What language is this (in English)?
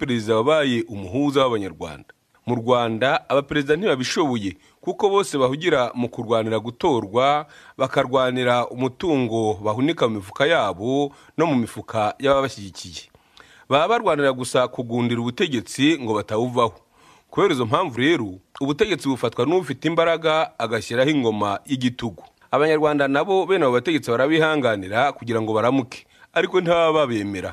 Kinyarwanda